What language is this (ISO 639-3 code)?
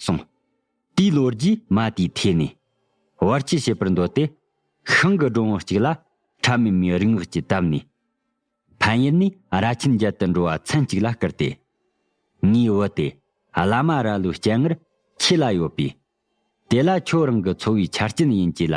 bod